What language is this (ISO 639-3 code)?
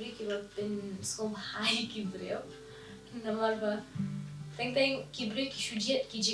kha